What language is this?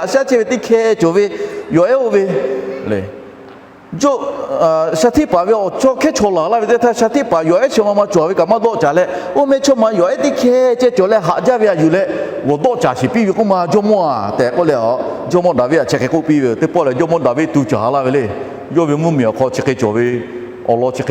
Lahu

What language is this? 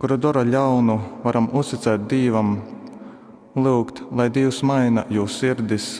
Latgalian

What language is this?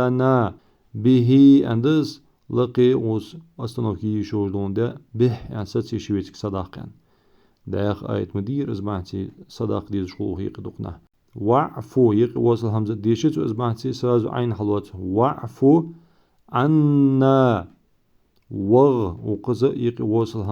Ingush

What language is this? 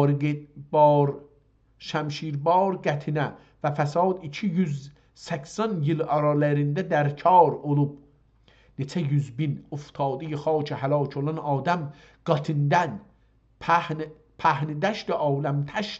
South Azerbaijani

